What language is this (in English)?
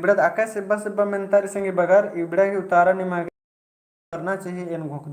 Kurukh